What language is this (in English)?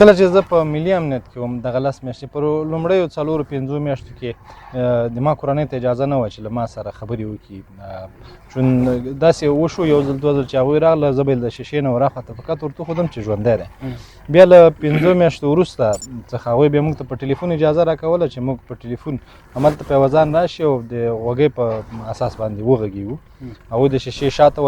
Pashto